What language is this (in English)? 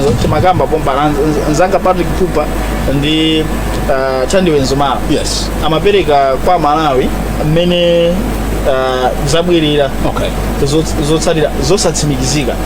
Nyanja